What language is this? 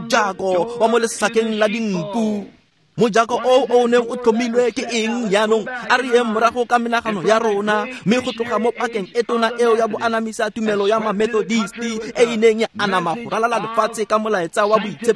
Tswana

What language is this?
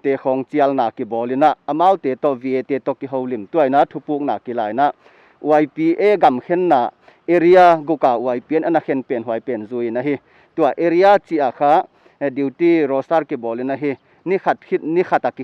Paite Chin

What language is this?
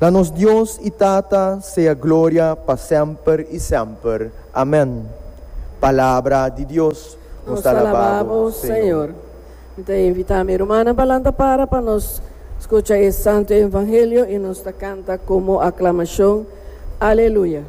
Papiamento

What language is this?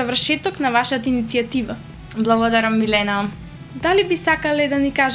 Macedonian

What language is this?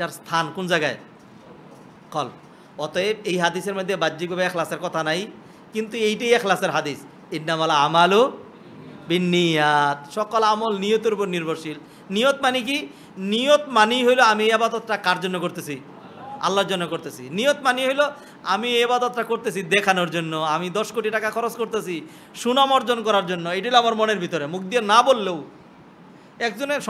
Bangla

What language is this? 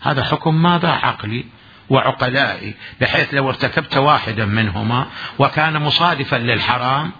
Mesopotamian Arabic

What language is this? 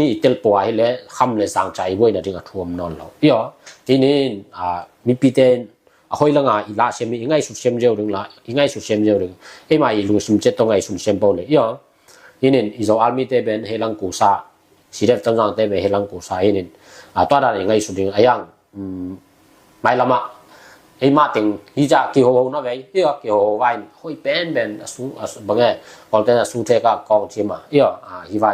Tedim Chin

